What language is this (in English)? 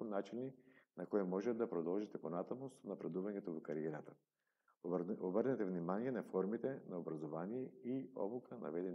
Macedonian